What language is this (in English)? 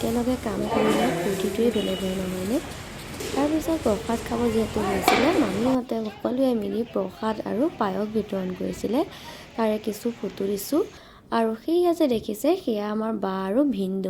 Assamese